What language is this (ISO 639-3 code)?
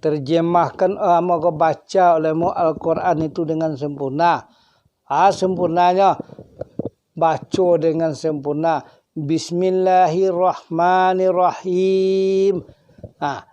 min